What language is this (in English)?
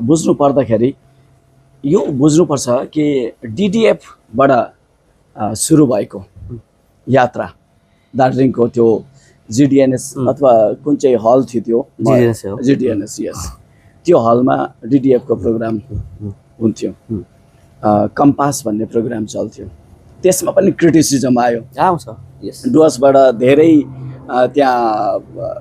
Nepali